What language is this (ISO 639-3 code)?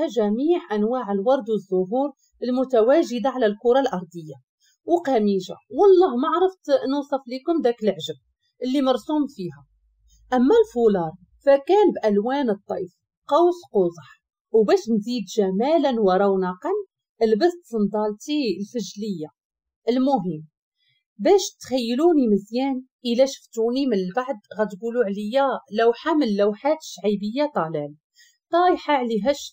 ary